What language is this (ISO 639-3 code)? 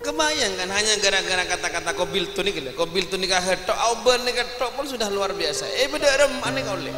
mad